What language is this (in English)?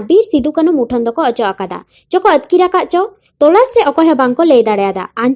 Santali